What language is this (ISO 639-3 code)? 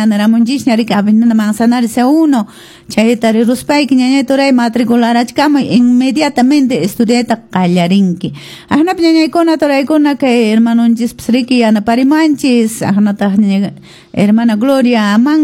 que